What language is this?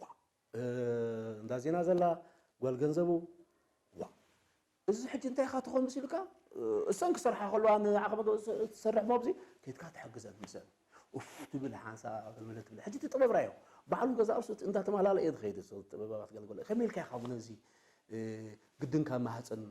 Tigrinya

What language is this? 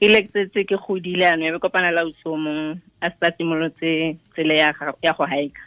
Tswana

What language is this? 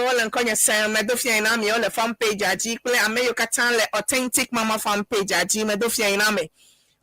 Ewe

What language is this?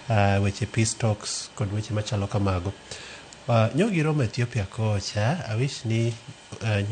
Luo (Kenya and Tanzania)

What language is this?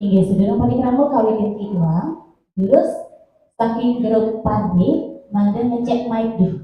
Balinese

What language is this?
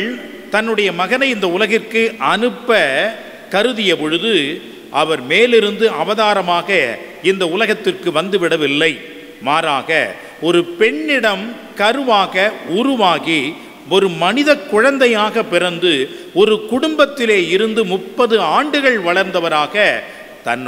Tamil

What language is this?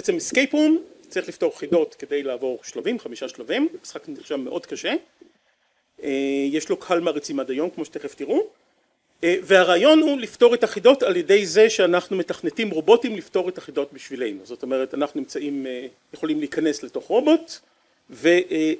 Hebrew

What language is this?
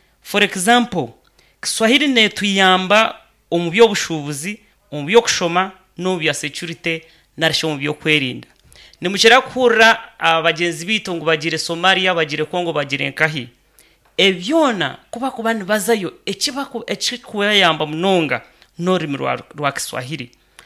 Nyankole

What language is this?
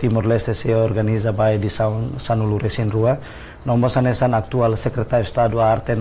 Tetum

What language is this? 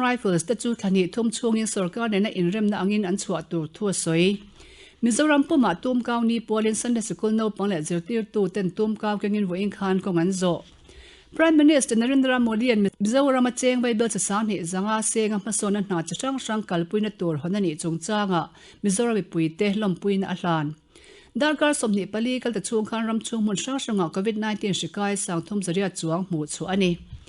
Mizo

